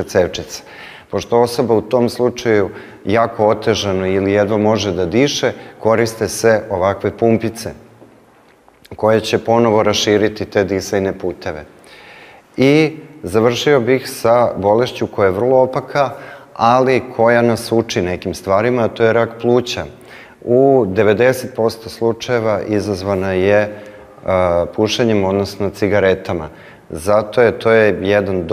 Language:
Serbian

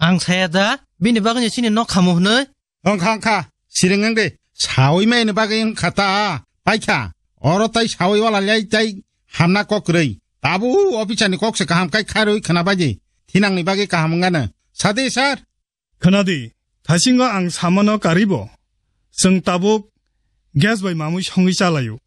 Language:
Kok Borok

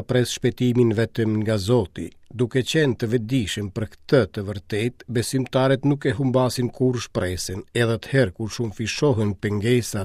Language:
Albanian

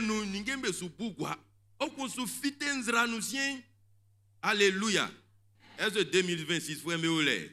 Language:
Baoulé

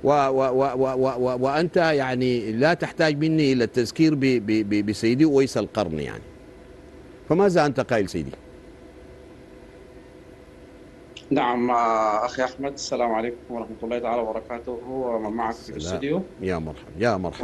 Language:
Sudanese Arabic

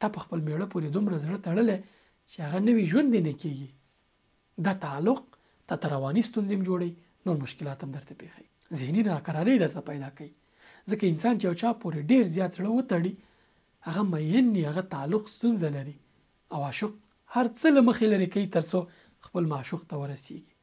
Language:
Pashto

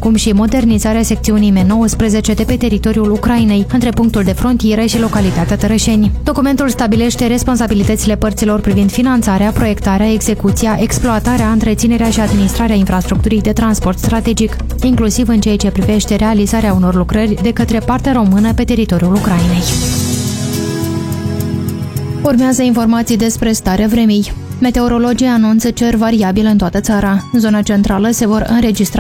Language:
Romanian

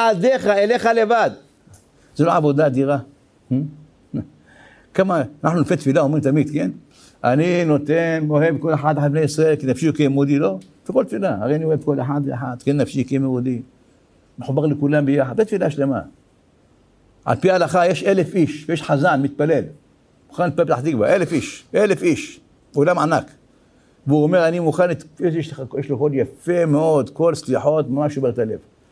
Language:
Hebrew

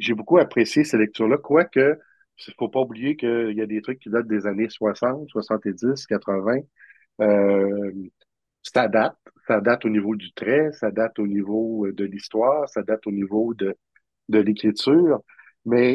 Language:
French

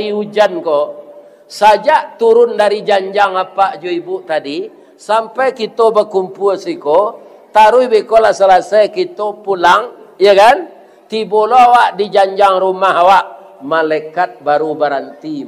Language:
Minangkabau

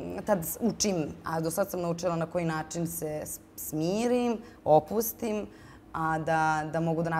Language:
Serbian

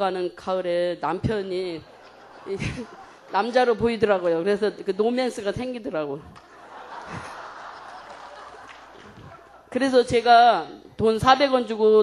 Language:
Korean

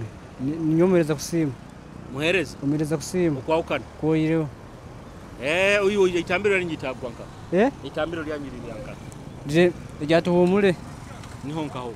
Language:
Nyoro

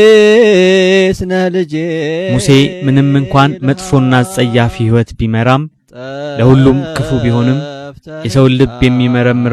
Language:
Amharic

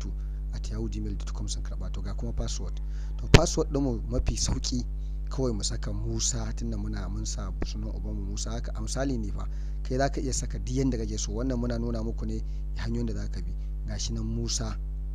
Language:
Hausa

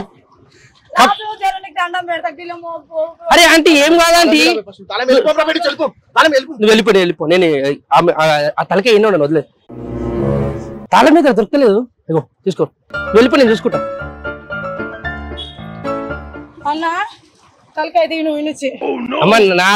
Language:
Telugu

